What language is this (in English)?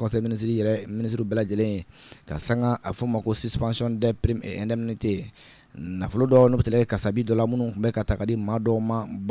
Bambara